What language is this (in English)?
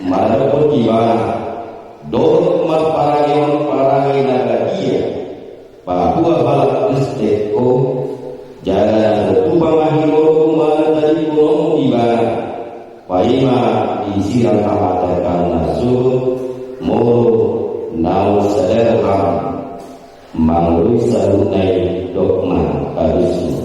Batak Toba